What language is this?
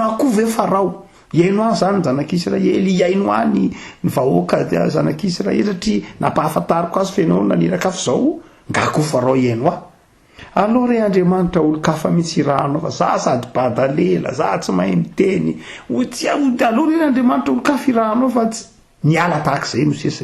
Malagasy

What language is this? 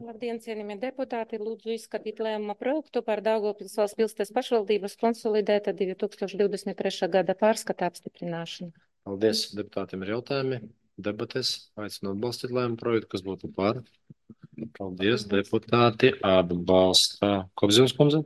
Latvian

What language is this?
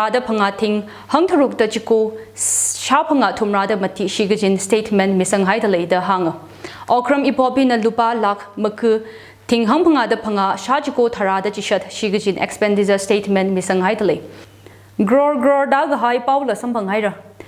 Tangkhul Naga (India)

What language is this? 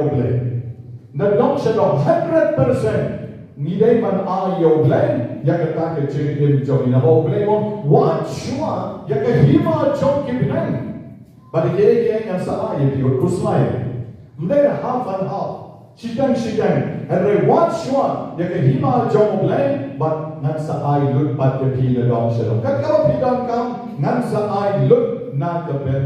Khasi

